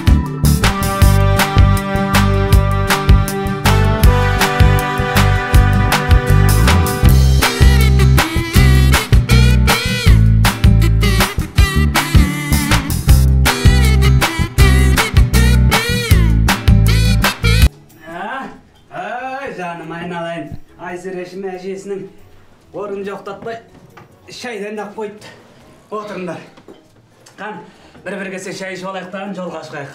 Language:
Kazakh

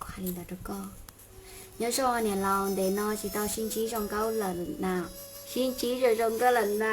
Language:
Hmong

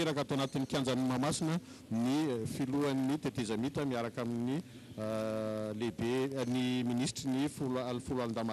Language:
Malagasy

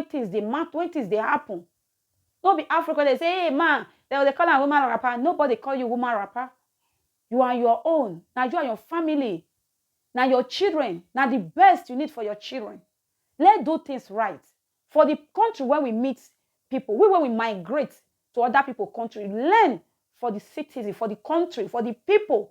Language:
Nigerian Pidgin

